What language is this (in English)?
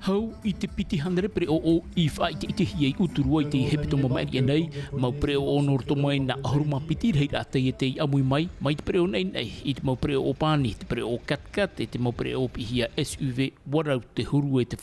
Tahitian